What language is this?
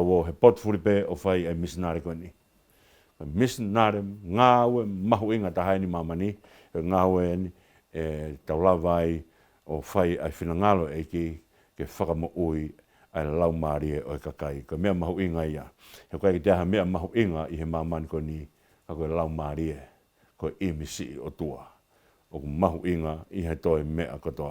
Tongan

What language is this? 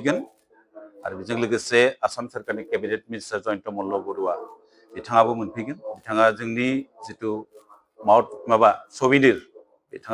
Bodo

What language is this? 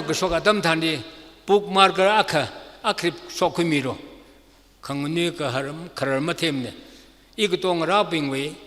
Tangkhul Naga (India)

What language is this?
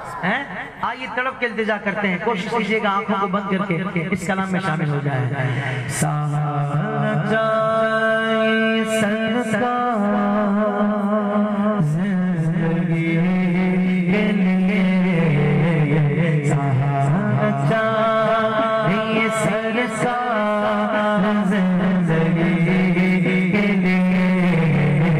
Urdu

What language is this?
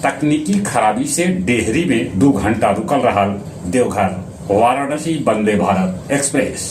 Magahi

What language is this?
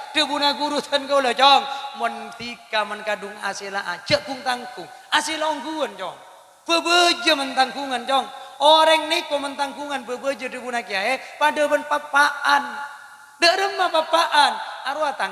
Madurese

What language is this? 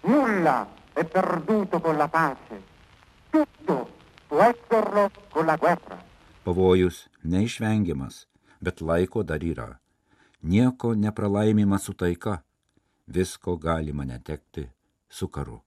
Lithuanian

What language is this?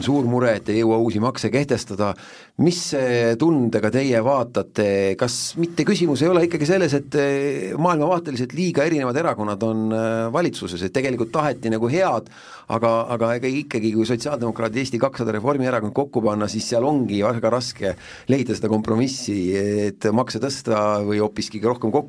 Estonian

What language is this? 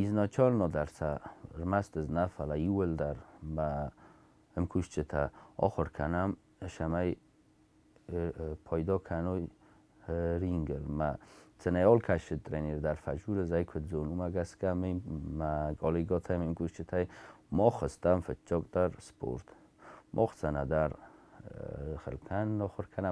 Ossetic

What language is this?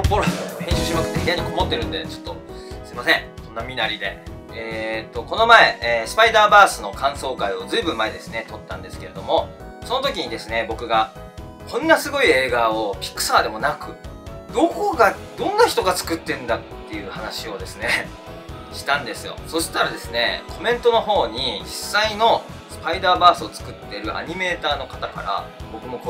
Japanese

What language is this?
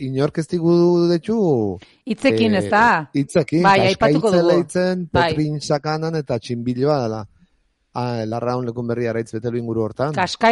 Basque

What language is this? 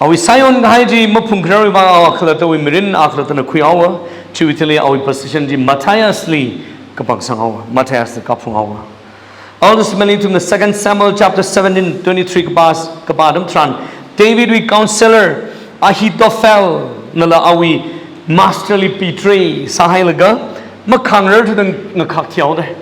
Tangkhul Naga (India)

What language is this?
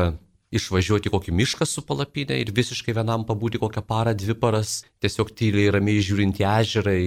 Lithuanian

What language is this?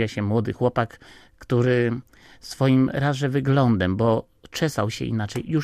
Polish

